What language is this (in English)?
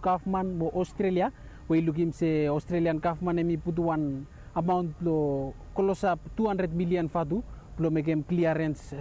Bislama